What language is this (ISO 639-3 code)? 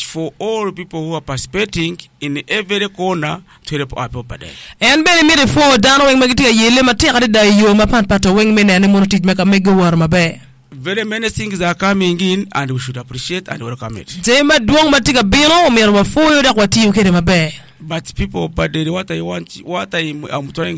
ach